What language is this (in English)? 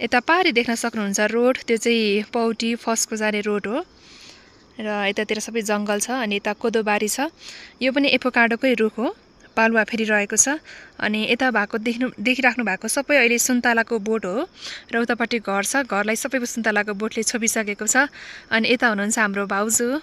Nepali